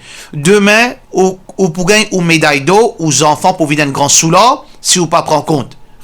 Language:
Morisyen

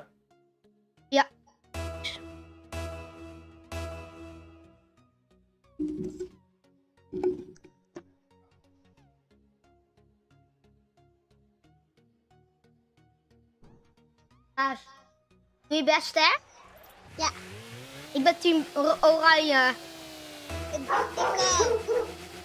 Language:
Dutch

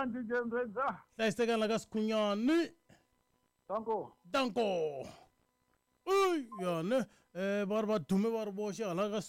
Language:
Tsonga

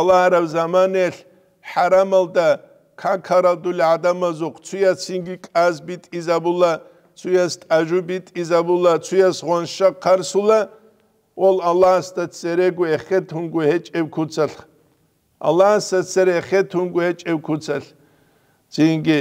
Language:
Avaric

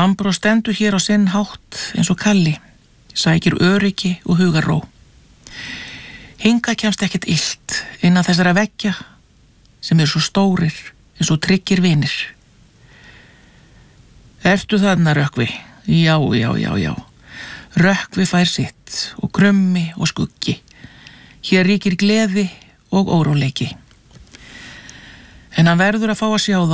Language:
Icelandic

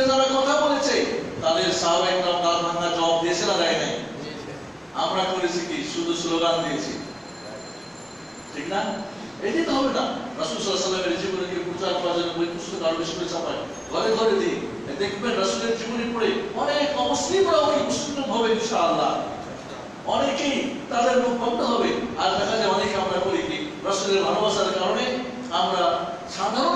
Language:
Bangla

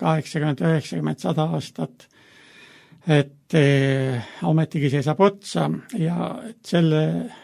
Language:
Estonian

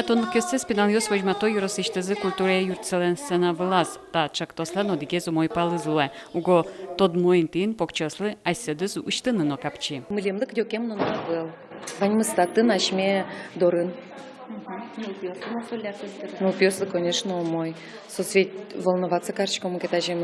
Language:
Udmurt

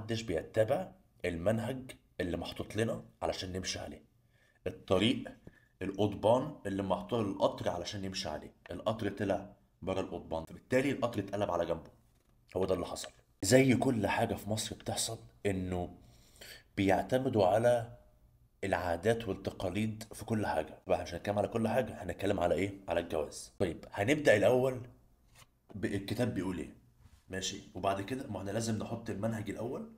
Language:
Egyptian Arabic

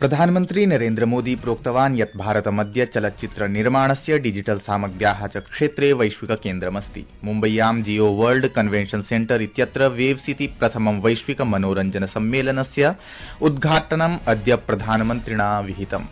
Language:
Sanskrit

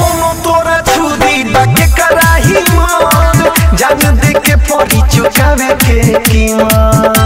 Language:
Bhojpuri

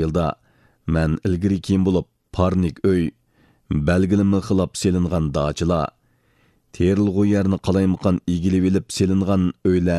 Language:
Uyghur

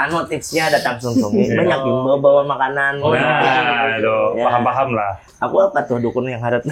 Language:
Banjar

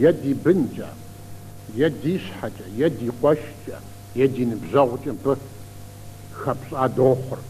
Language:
Kabardian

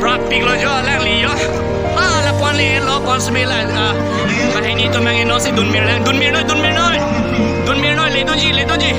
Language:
Karbi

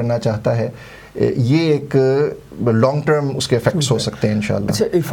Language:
Urdu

